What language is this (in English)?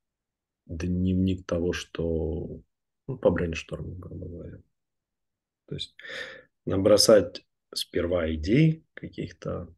Russian